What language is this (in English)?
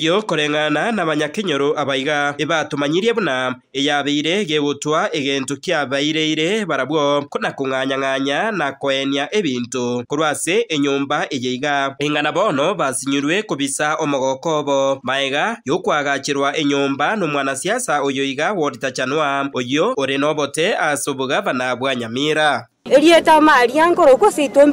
Gusii